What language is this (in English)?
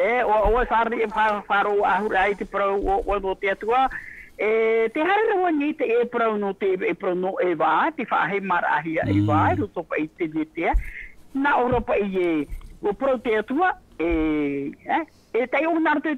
Tahitian